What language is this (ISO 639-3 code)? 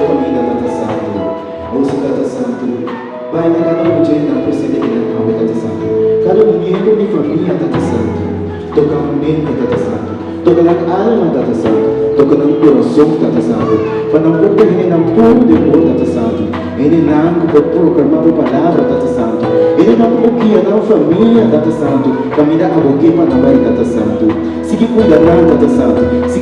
pap